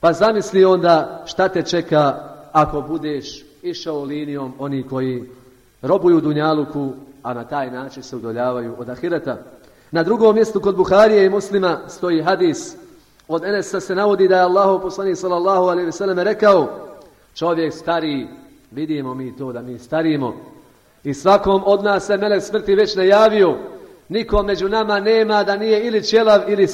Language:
Bosnian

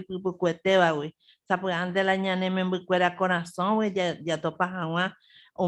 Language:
Guarani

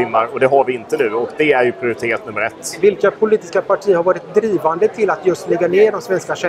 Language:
Swedish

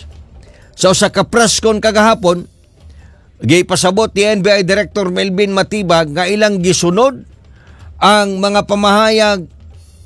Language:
Cebuano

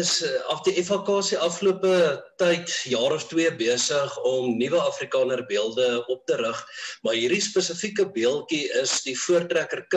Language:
Afrikaans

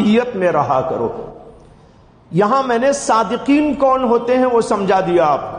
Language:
Urdu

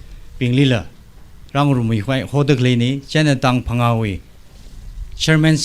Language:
Tangkhul Naga (India)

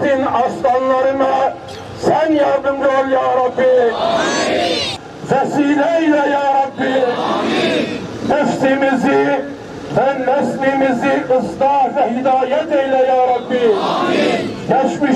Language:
Turkish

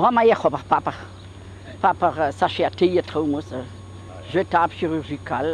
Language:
Breton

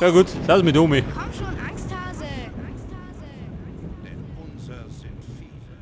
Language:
Bavarian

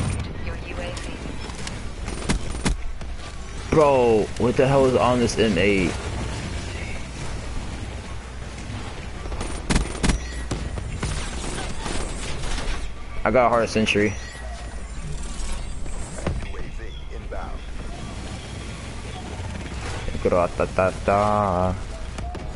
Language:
English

